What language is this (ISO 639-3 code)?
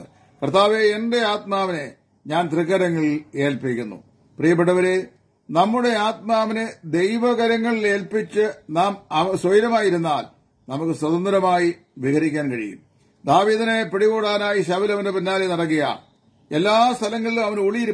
mal